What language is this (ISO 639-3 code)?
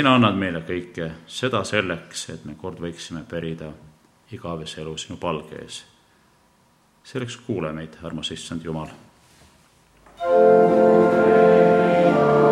est